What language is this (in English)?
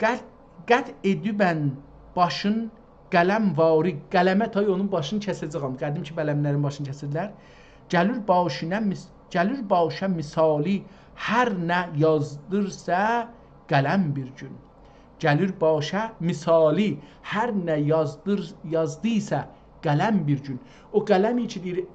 South Azerbaijani